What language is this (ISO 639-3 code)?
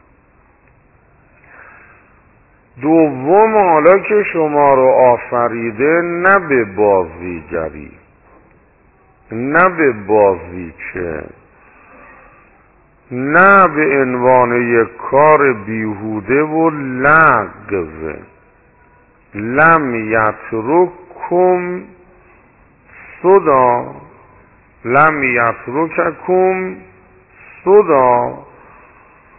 fas